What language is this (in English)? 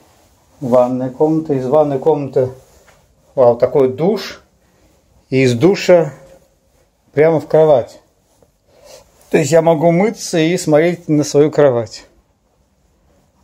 Russian